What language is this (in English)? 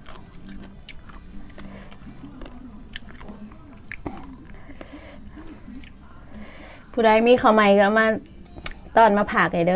Northeastern Thai